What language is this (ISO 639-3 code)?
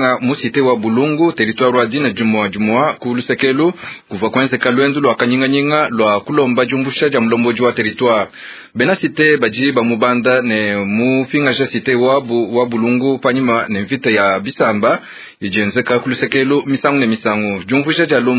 lua